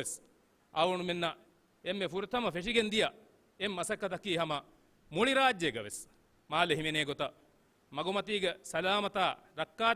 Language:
Divehi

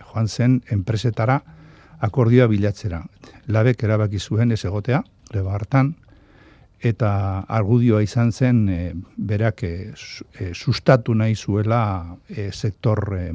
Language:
Basque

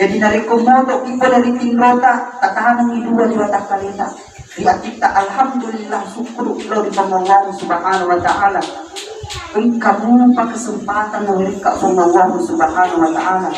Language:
Buginese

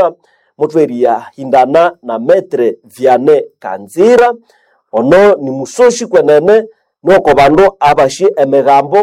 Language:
Nande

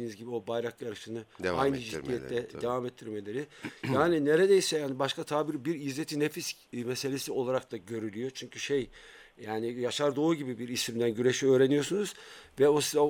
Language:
Turkish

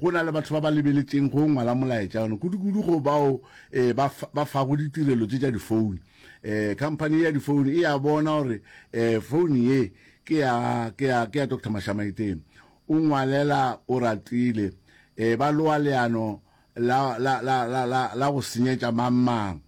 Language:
Northern Sotho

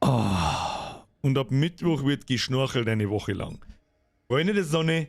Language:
Bavarian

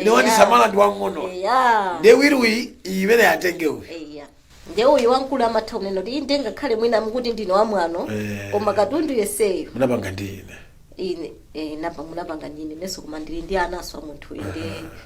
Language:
Nyanja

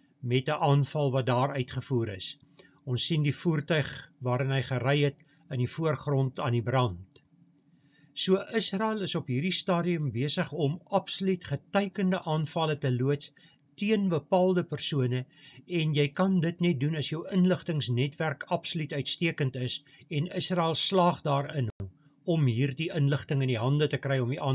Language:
Afrikaans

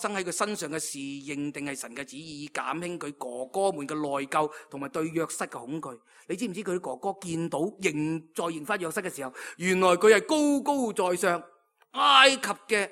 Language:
Cantonese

